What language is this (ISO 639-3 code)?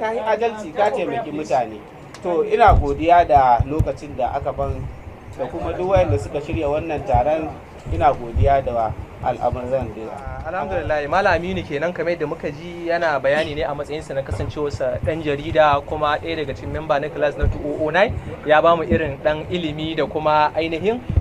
hau